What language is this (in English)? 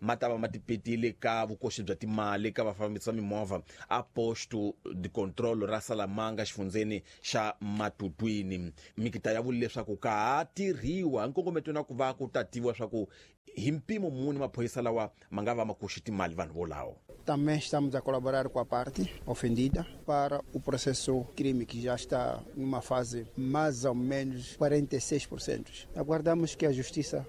Tsonga